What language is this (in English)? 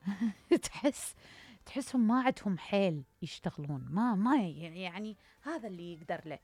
Mesopotamian Arabic